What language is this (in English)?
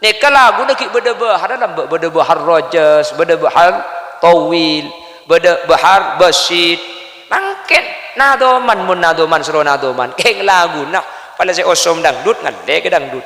Madurese